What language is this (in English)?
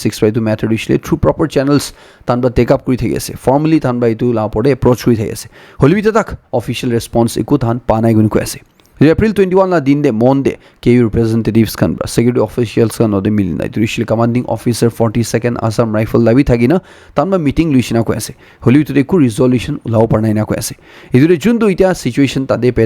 Naga Pidgin